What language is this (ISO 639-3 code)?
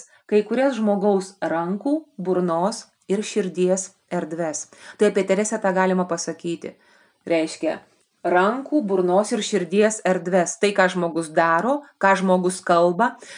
lit